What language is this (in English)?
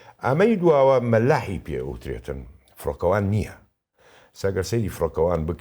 Central Kurdish